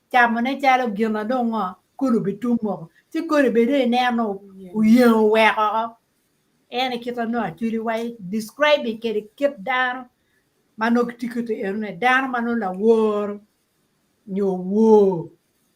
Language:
Acoli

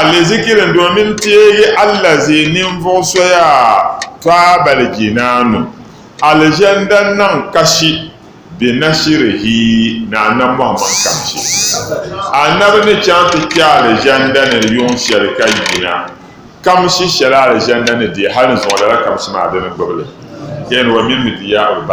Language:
Dagbani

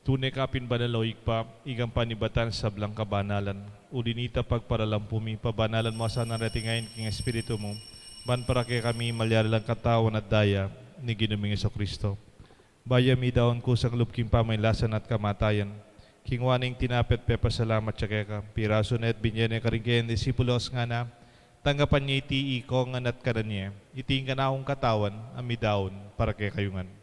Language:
Pampanga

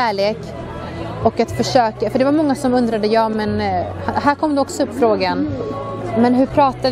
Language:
Swedish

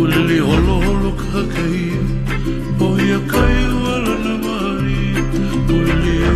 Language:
Hawaiian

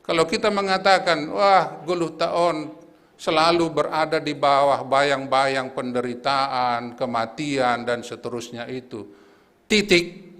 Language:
Batak Simalungun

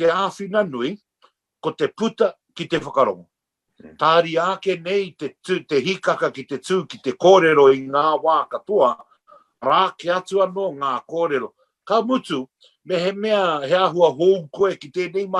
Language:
Māori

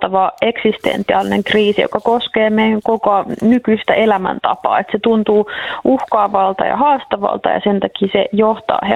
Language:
Finnish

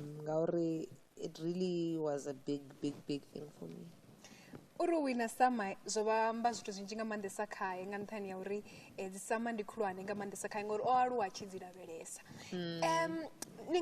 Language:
Venda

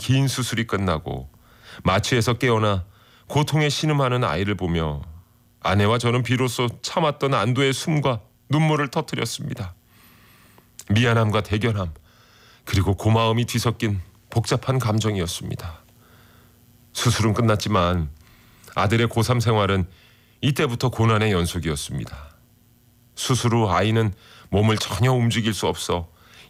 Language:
Korean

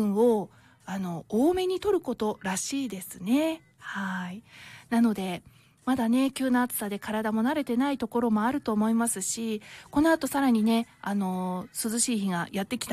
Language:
Japanese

